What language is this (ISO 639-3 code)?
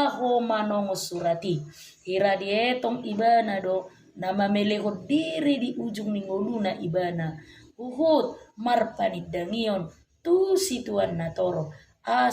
bbc